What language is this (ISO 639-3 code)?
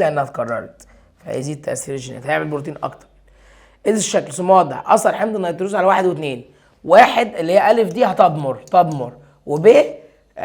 arz